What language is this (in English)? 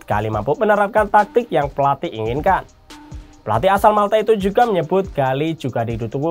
Indonesian